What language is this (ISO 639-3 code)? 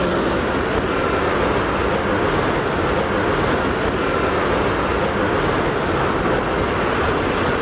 rus